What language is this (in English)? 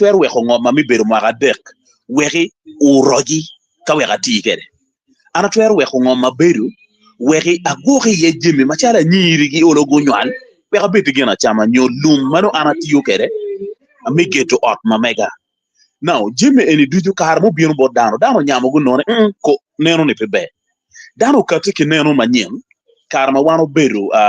Acoli